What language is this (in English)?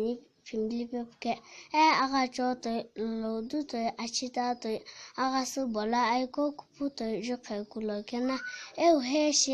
Sumi Naga